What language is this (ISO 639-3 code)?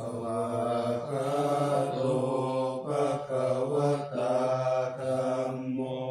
pli